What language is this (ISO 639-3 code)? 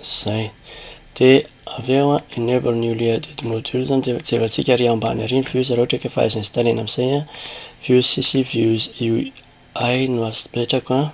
mlg